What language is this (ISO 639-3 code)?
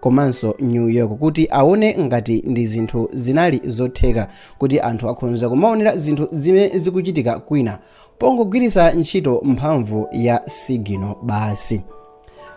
nya